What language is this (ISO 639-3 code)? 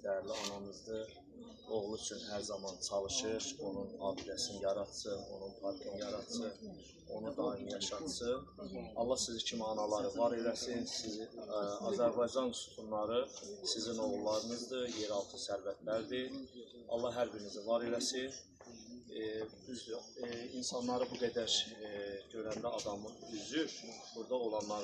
aze